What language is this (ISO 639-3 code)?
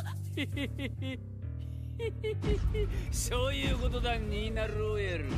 jpn